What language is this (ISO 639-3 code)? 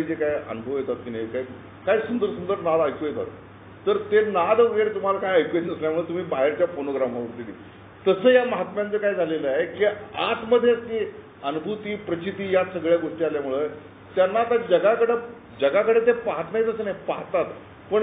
mar